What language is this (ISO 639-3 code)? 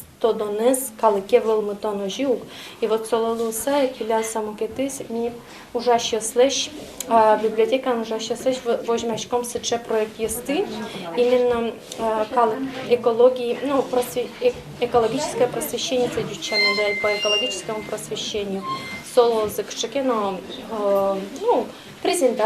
udm